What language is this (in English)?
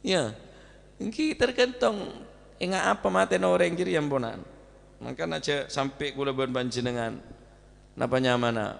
Madurese